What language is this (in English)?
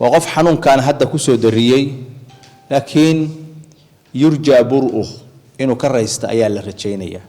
Somali